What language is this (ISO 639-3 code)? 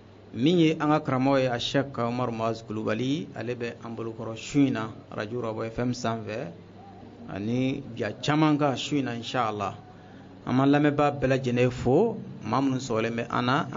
bam